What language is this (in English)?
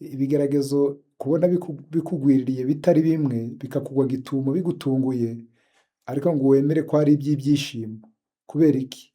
Kinyarwanda